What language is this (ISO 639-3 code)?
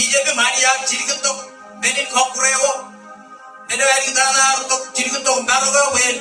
mah